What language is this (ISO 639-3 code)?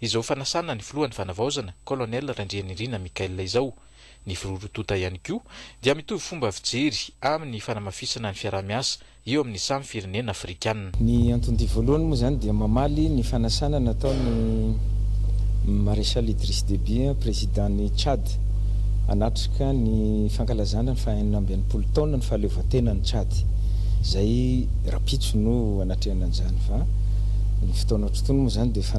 mlg